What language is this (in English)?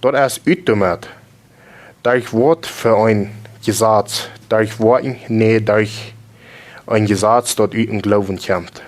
Plautdietsch